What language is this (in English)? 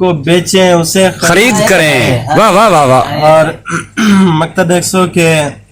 Saraiki